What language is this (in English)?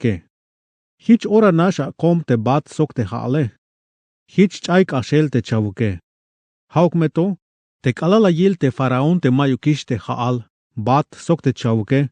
Tzeltal